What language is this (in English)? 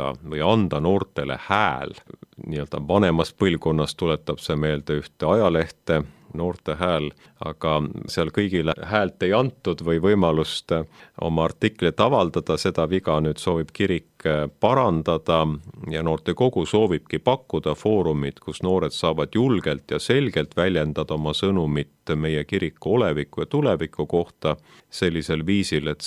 Estonian